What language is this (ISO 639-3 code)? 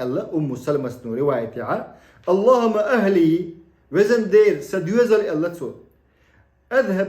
che